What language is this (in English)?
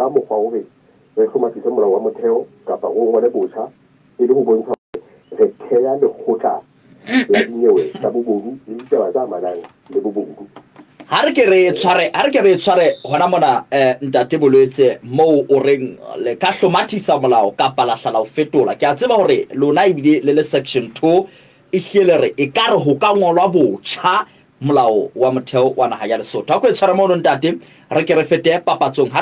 Southern Sotho